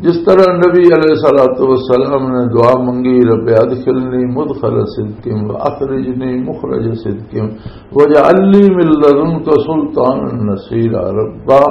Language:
Western Panjabi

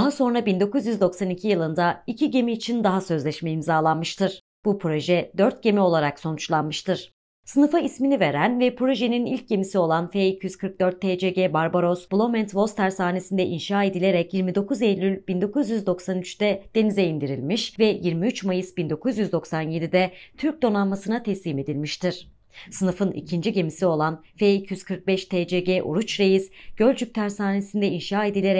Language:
Turkish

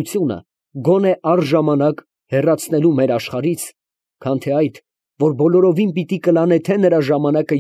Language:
Armenian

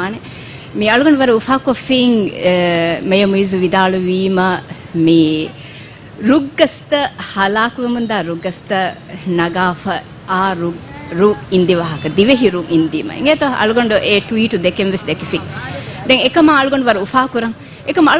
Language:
Divehi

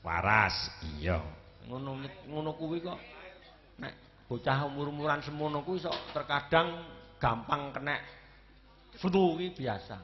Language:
Javanese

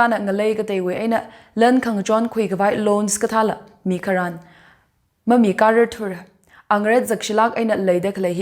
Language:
Tangkhul Naga (India)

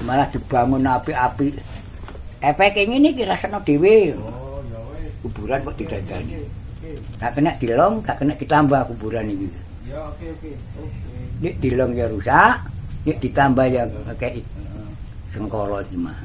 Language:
Javanese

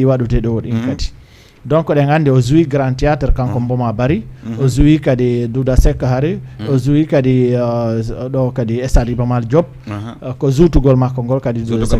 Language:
Fula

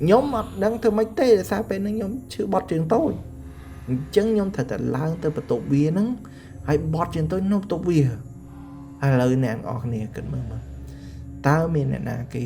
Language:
Khmer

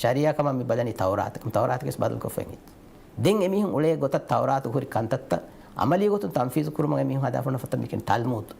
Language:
Divehi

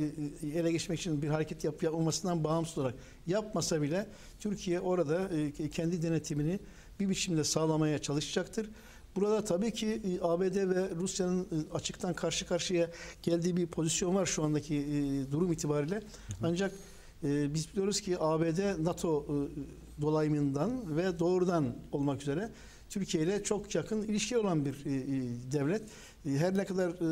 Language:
Turkish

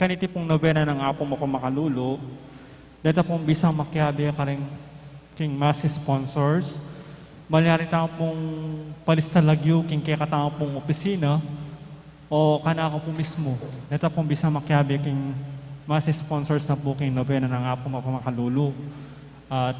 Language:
Pampanga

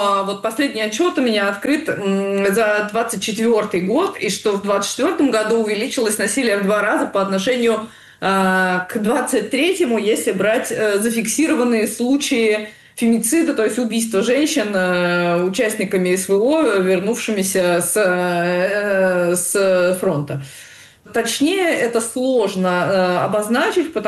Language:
Russian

